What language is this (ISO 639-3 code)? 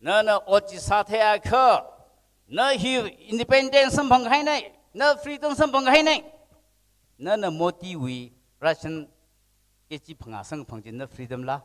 nmf